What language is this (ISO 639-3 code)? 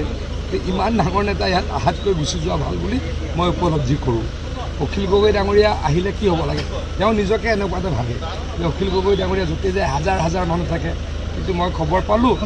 asm